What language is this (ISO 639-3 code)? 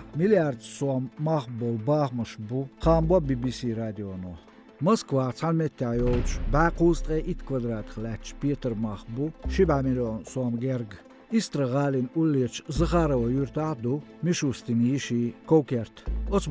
che